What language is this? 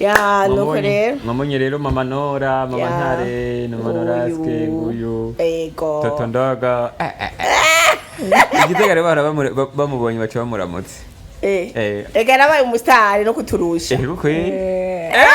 Rundi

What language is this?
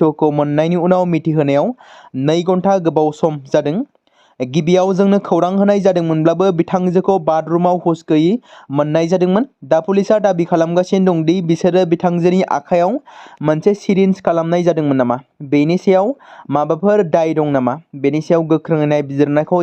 Bodo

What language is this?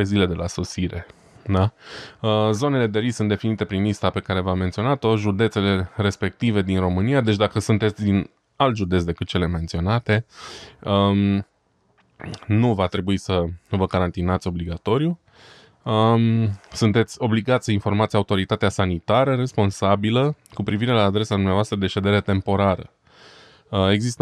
Romanian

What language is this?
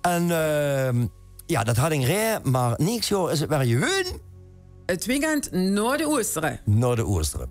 Limburgish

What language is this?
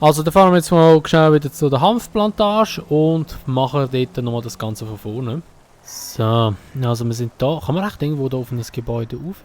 Swiss German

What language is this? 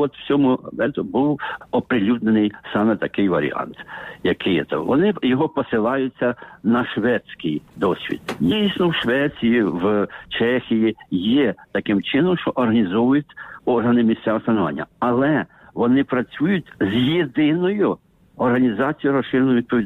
Ukrainian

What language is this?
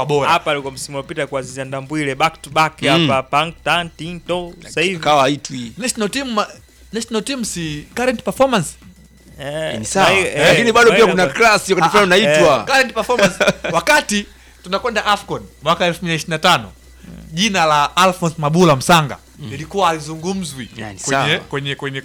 Swahili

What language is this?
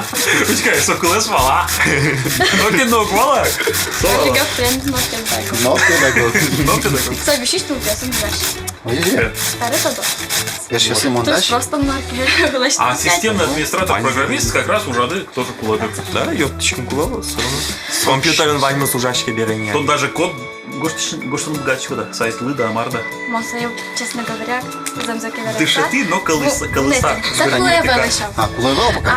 Udmurt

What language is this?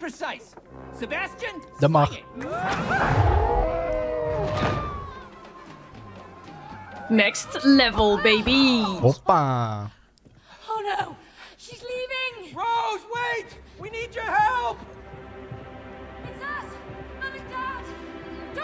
Dutch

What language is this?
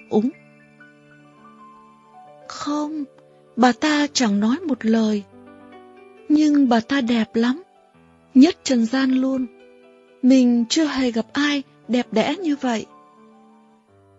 Vietnamese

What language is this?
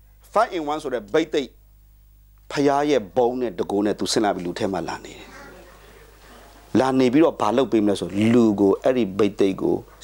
Burmese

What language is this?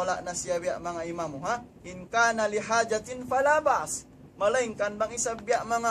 Tausug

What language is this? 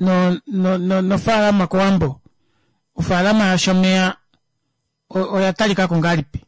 Kuanyama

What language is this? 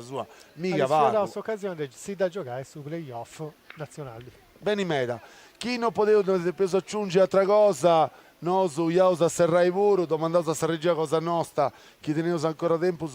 Sardinian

